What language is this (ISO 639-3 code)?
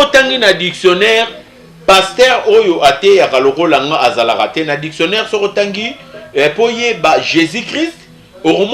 lin